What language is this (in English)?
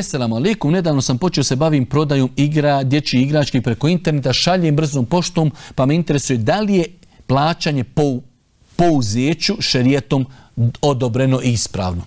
Bosnian